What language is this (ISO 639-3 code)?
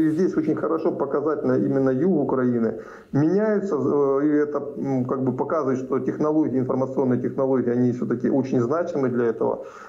rus